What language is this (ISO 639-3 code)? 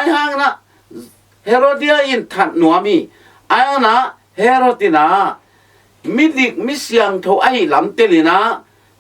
ctd